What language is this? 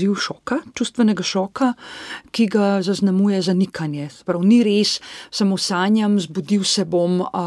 Slovenian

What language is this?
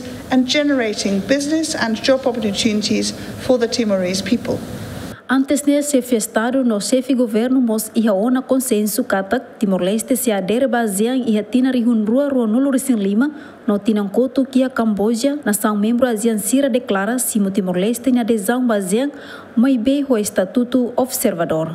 Tetum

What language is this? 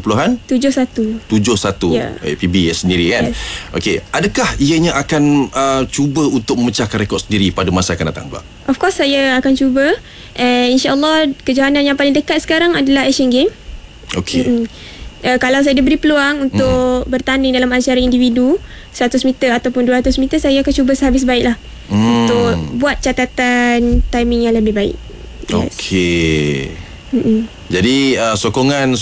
Malay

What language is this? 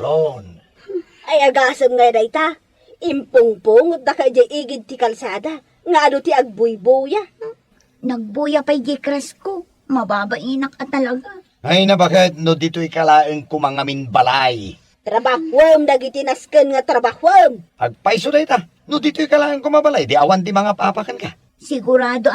Iloko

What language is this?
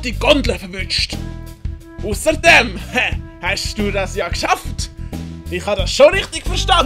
Swiss German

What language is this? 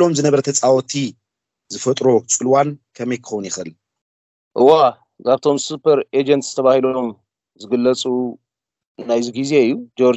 Tigrinya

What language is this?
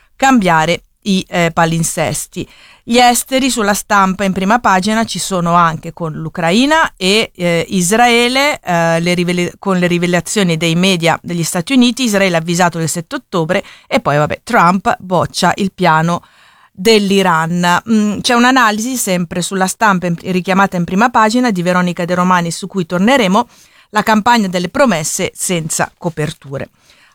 Italian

